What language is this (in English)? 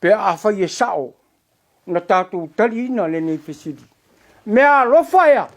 Samoan